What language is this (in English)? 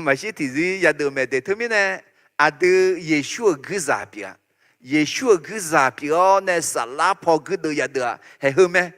Akha